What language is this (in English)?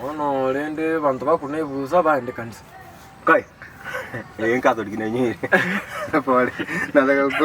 Gusii